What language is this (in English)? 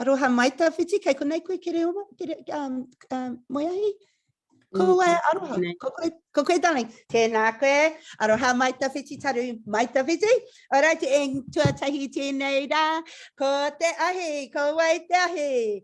Māori